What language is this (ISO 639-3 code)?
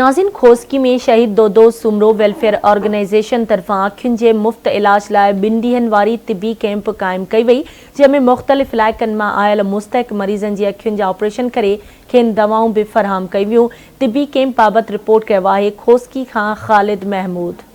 snd